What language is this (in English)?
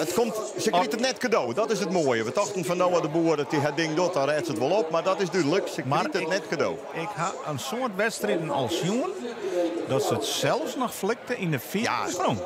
Western Frisian